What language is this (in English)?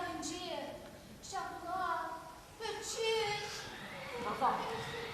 Chuvash